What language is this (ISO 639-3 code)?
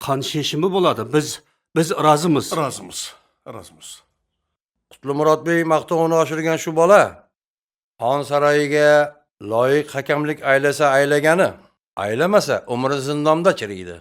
kaa